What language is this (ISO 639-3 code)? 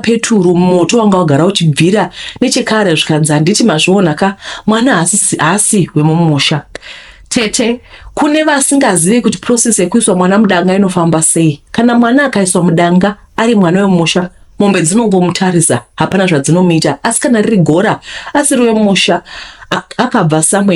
sna